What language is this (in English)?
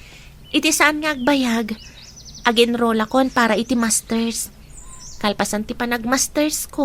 Iloko